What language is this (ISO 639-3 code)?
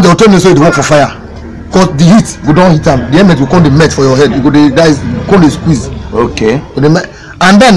pcm